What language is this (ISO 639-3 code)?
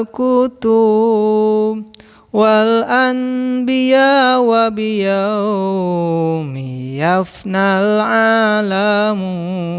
sun